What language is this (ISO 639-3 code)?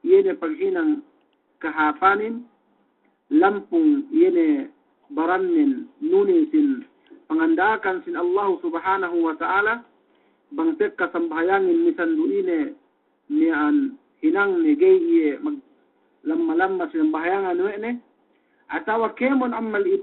yka